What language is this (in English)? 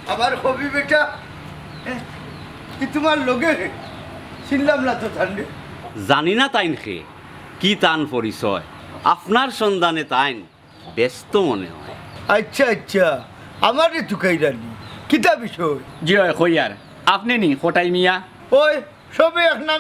Sylheti